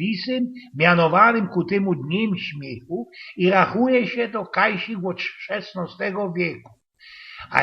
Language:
Silesian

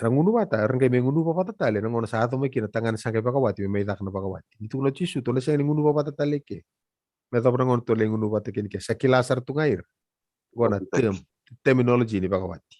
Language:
Fijian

